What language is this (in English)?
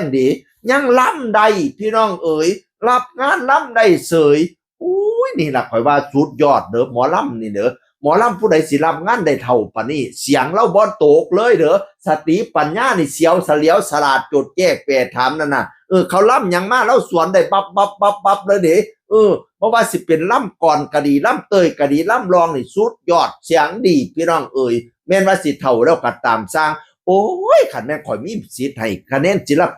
Northeastern Thai